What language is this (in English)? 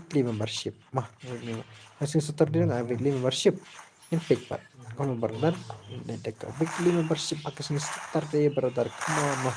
Khasi